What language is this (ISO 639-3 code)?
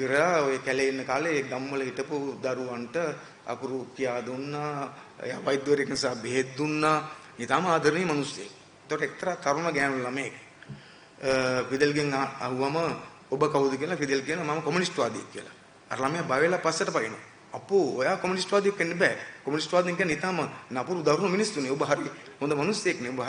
sin